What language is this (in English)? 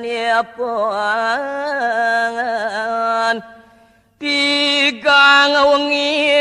Balinese